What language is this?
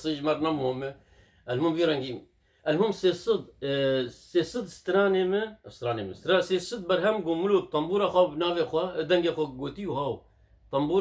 Kurdish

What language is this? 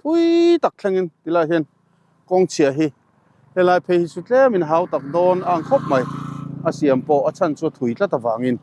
Mizo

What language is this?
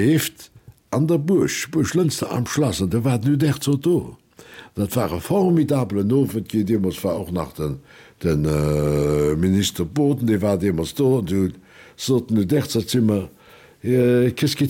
Luxembourgish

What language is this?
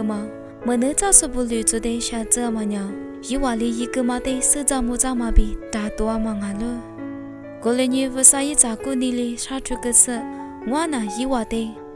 Lisu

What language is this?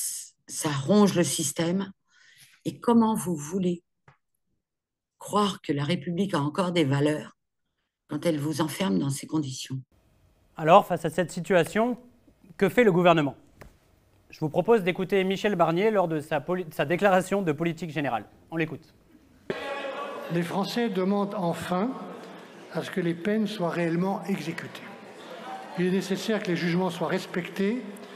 French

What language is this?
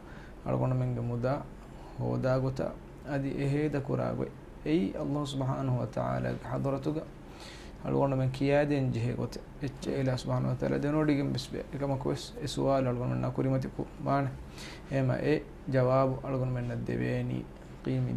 Divehi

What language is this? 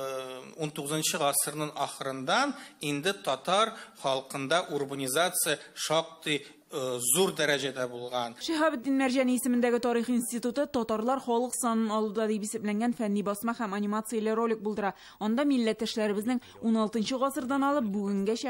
Tatar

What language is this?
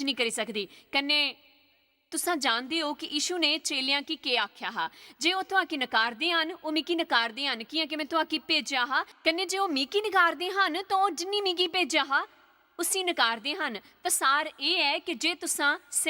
Dogri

